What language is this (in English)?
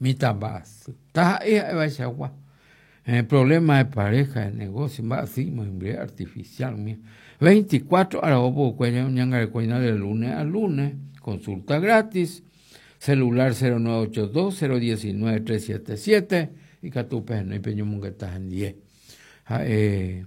Guarani